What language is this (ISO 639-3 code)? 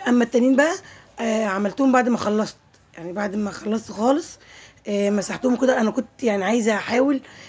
arz